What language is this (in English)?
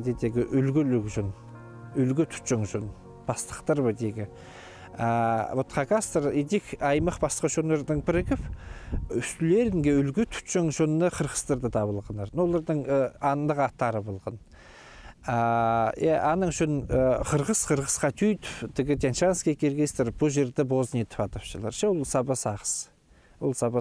Khakas